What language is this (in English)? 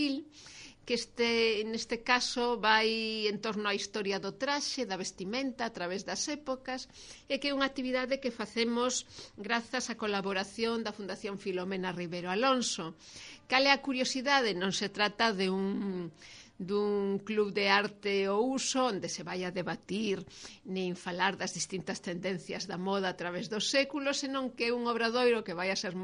Galician